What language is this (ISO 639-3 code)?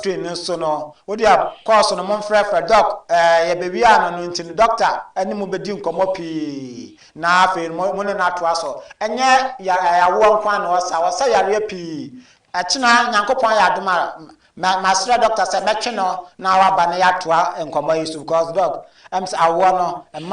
aka